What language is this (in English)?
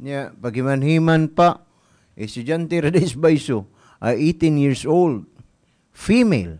Cebuano